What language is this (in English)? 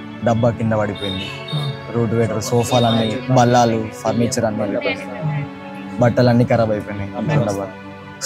Telugu